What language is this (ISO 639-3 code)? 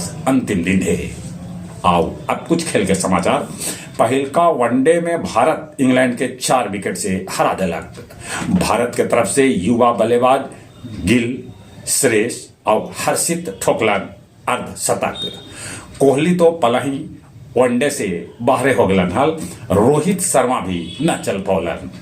mag